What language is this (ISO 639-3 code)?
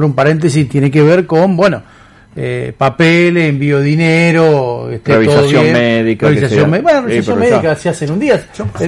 spa